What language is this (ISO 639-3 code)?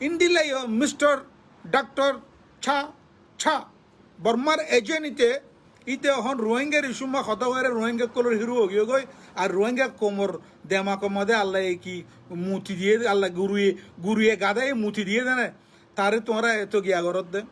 rhg